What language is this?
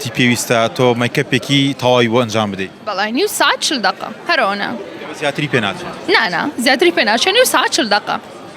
Central Kurdish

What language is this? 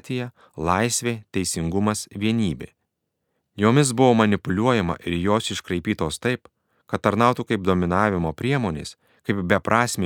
Lithuanian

